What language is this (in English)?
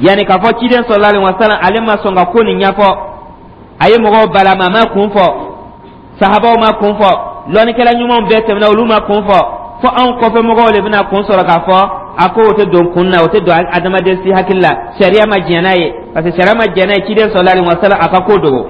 Dyula